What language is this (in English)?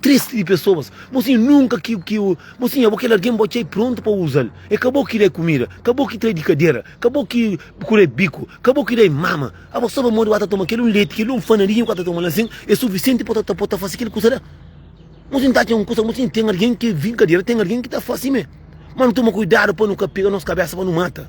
Kabuverdianu